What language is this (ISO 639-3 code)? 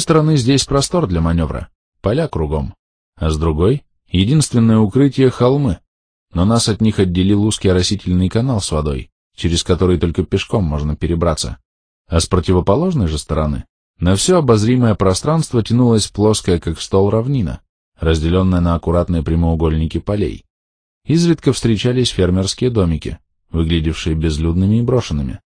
rus